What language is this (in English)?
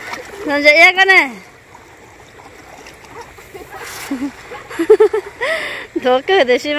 Vietnamese